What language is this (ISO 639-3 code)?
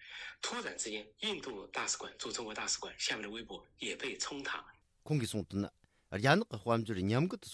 bod